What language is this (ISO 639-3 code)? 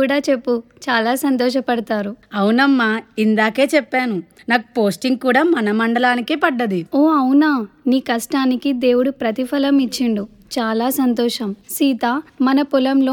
tel